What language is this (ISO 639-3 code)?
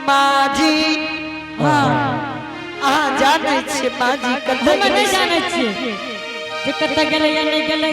anp